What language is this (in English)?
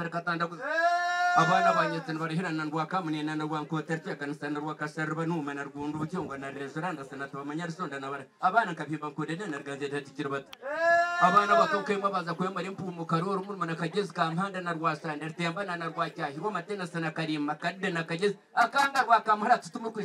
Kinyarwanda